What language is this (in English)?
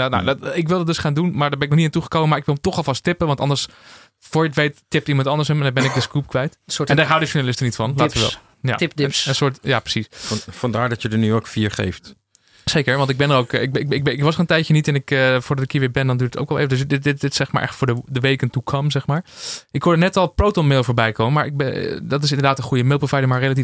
Dutch